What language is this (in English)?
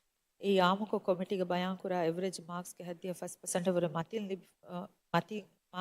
Divehi